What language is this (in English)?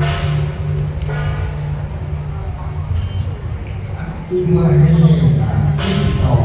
Lao